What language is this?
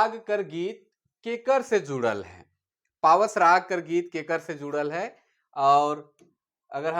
Sadri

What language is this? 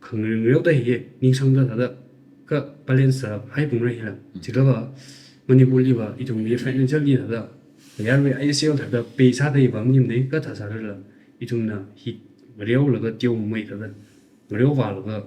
Tangkhul Naga (India)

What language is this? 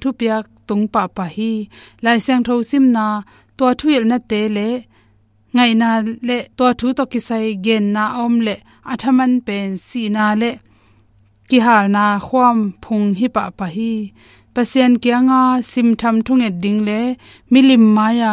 Tedim Chin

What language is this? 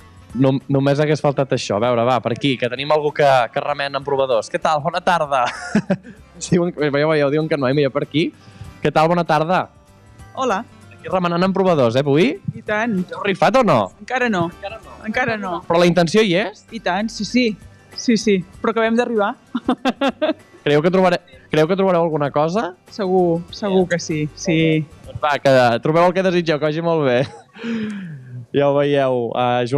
Catalan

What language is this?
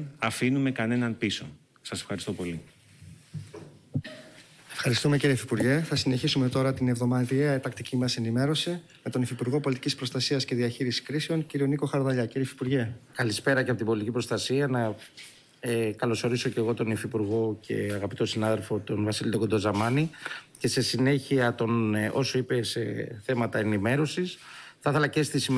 Greek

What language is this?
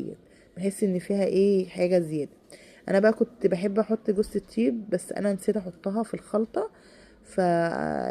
Egyptian Arabic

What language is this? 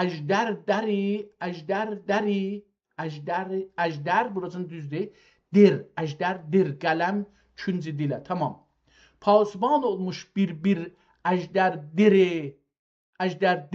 South Azerbaijani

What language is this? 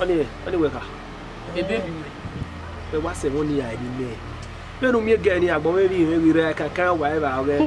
Bini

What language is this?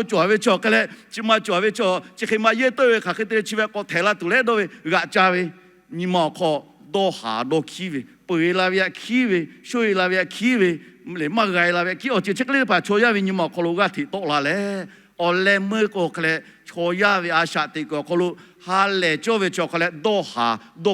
Lahu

